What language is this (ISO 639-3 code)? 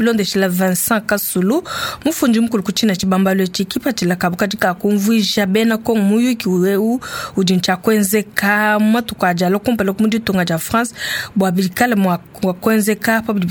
lua